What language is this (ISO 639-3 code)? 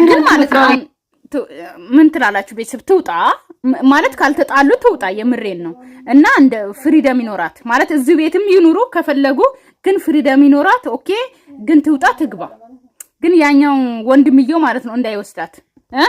amh